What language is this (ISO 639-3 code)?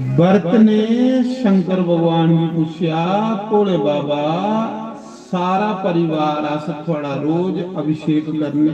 doi